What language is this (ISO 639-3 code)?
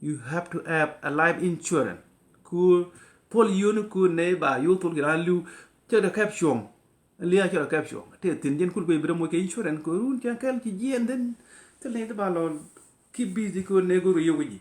nus